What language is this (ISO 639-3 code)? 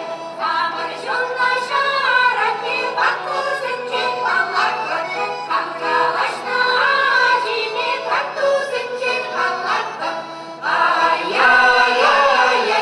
chv